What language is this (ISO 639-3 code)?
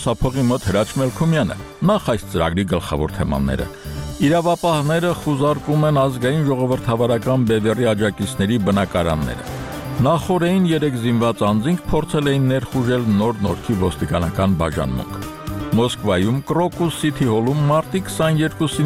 hye